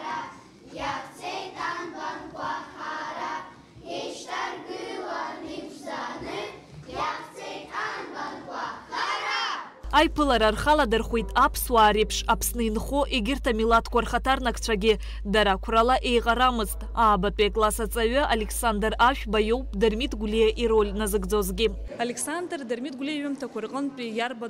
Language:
Abkhazian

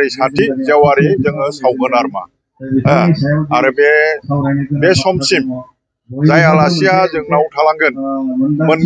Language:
Bodo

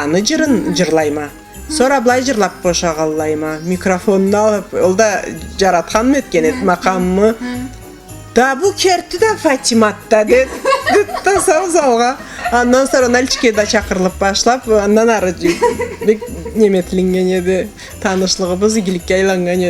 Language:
Karachay-Balkar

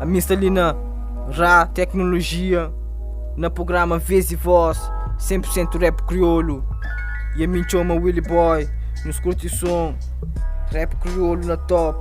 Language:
Kabuverdianu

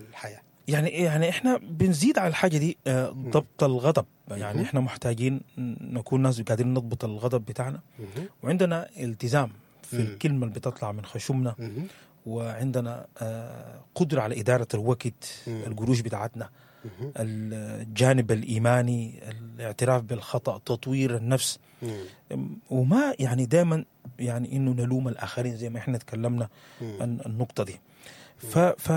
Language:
Sudanese Arabic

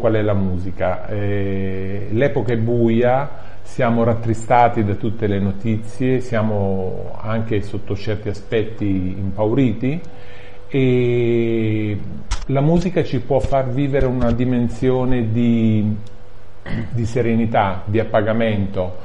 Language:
Italian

